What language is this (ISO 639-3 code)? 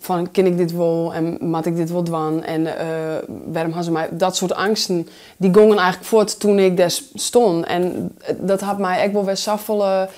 fry